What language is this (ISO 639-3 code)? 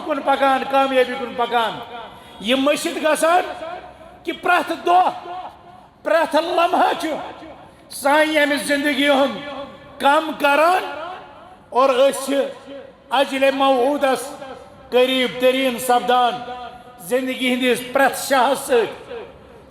kas